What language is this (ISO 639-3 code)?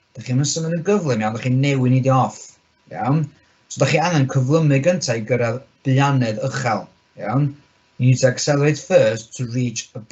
cym